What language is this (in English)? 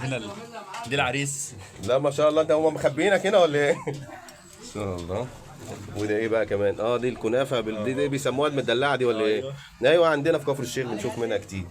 Egyptian Arabic